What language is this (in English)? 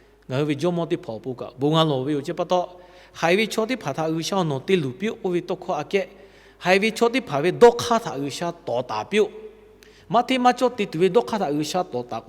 Lahu